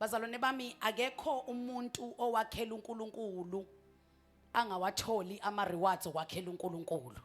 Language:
Zulu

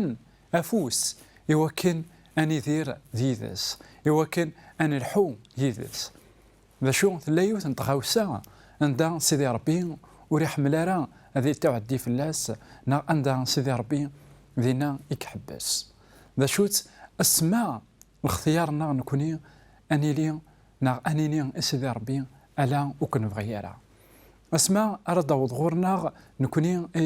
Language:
Kabyle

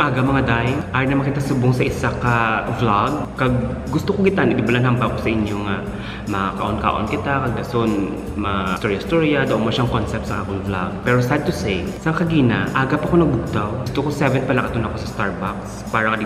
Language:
Hiligaynon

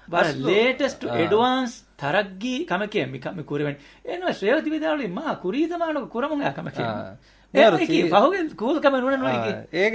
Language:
Divehi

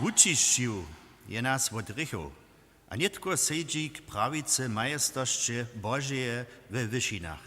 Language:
Upper Sorbian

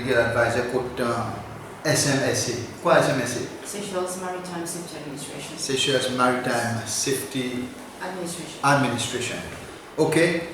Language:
Seselwa Creole French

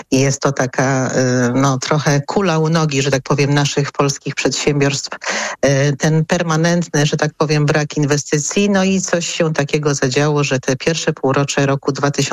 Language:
Polish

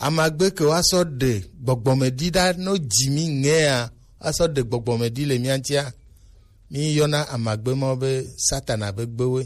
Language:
Gen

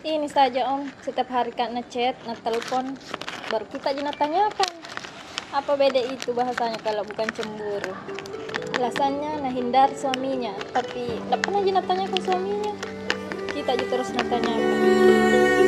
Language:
Makassar Malay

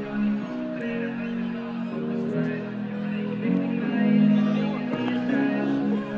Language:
Dutch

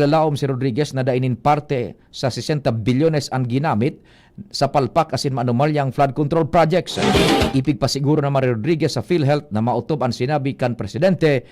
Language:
Bikol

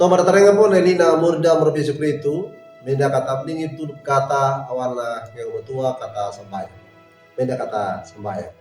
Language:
Wejewa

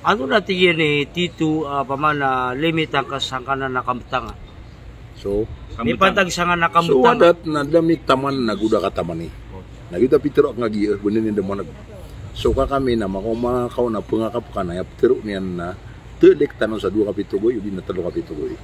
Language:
Maranao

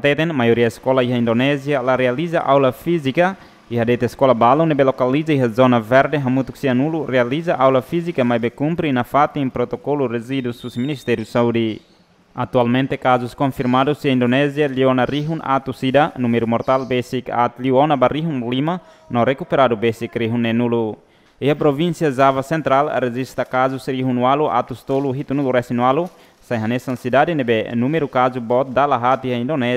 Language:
Tetum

